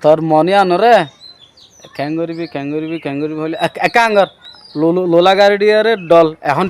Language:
Rohingya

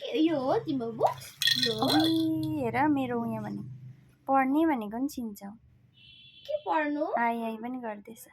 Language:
Nepali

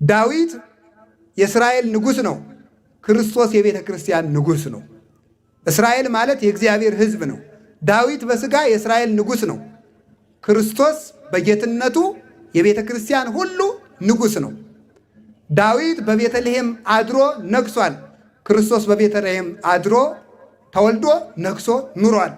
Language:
Amharic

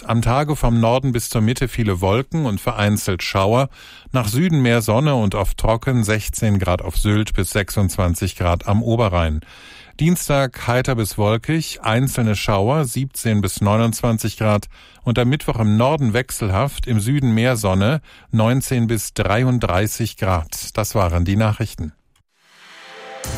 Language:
German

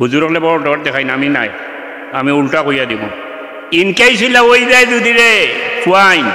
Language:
Sylheti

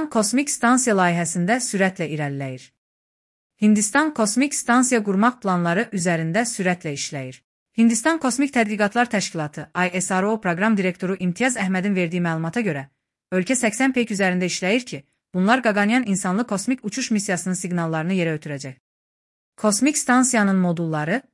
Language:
Azerbaijani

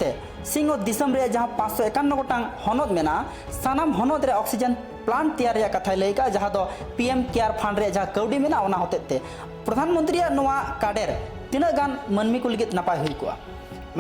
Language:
Santali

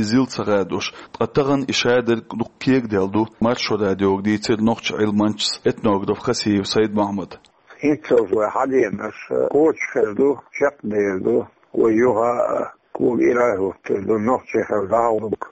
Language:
Chechen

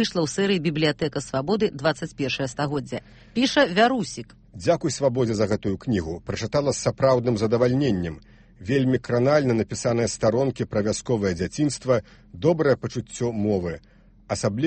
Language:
Belarusian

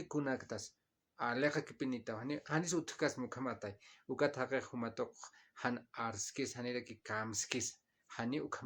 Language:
Aymara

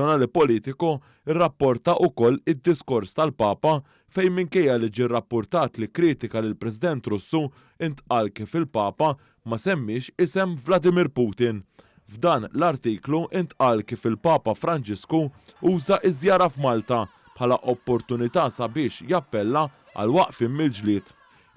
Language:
Maltese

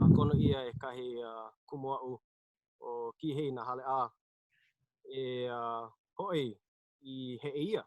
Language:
Hawaiian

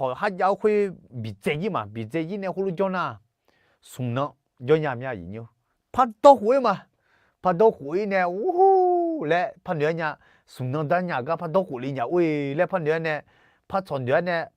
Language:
Akha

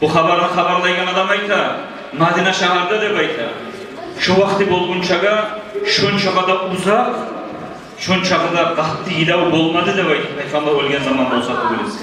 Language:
Kumyk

